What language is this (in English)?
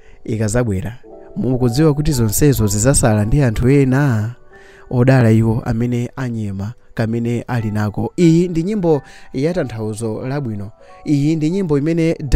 Nyanja